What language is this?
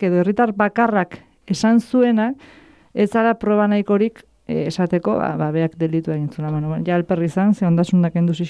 Basque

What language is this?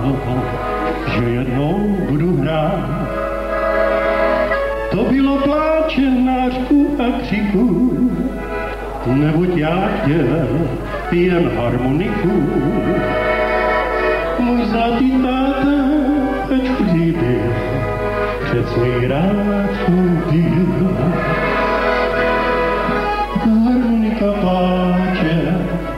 Czech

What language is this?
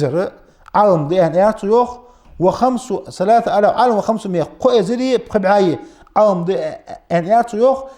Ingush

